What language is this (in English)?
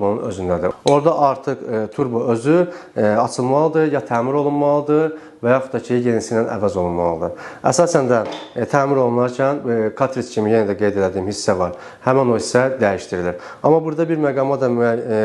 Azerbaijani